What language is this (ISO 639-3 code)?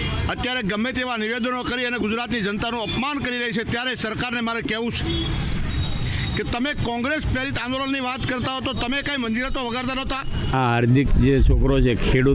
guj